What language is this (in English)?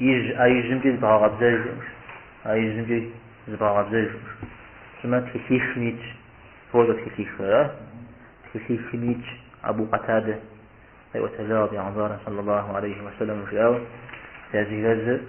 Kabardian